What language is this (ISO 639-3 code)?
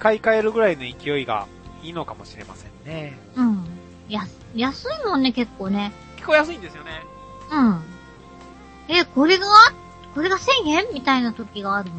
jpn